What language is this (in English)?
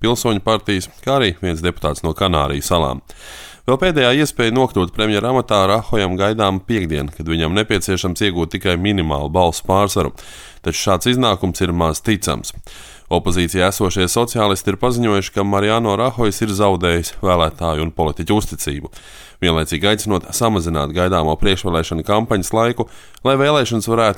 Latvian